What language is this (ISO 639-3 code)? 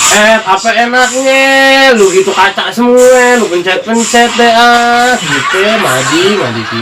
bew